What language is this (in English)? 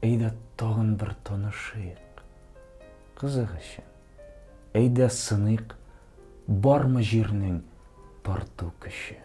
Tatar